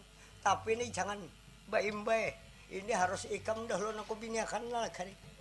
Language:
Banjar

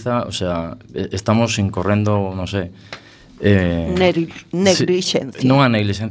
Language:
Galician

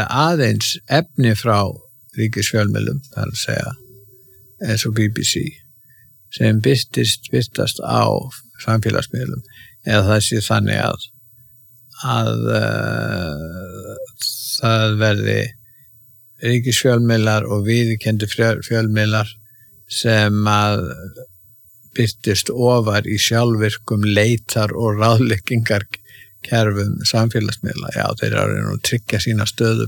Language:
Icelandic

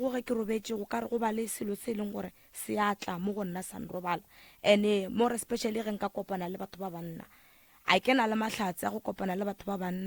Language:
Northern Sotho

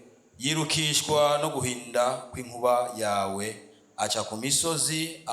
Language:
Rundi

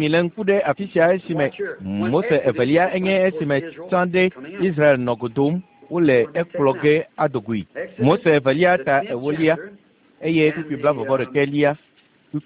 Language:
Ewe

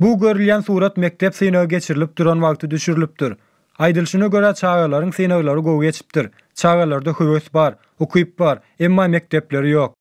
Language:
Turkmen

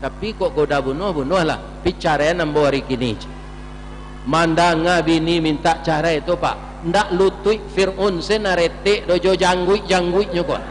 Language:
Minangkabau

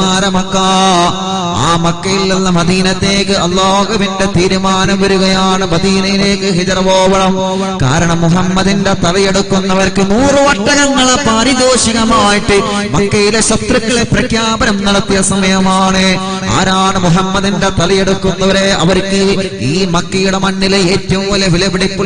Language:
Malayalam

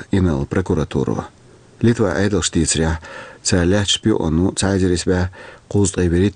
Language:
Chechen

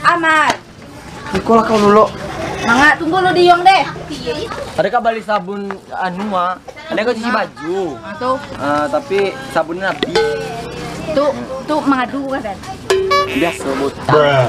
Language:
Minangkabau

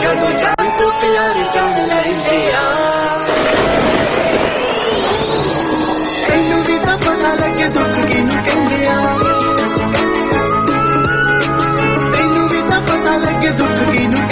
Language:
Punjabi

